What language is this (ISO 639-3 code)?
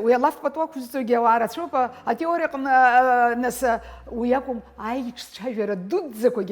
abk